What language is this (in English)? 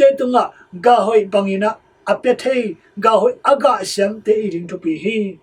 Tedim Chin